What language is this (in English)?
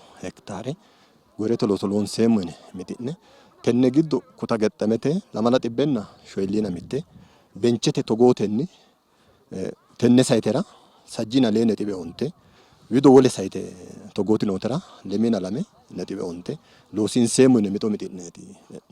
Sidamo